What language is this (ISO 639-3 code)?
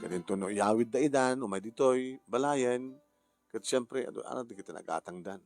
ilo